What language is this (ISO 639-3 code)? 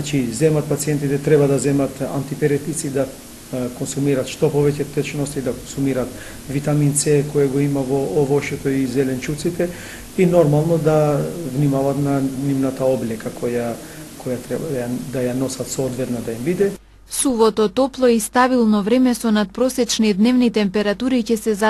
mkd